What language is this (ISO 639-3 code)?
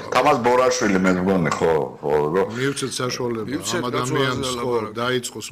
kat